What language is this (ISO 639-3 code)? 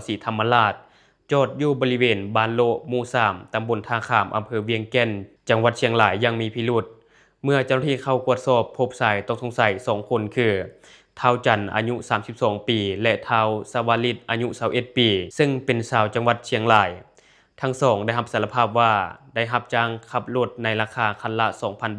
lao